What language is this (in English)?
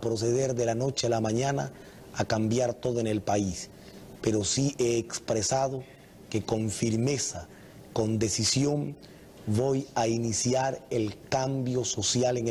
Spanish